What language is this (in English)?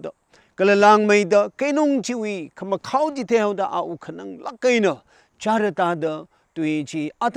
Tangkhul Naga (India)